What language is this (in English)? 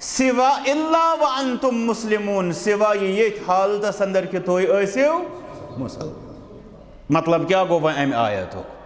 Kashmiri